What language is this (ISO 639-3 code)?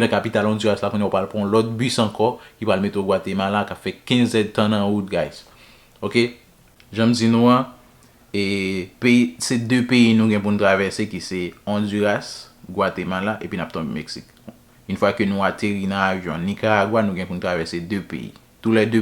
hat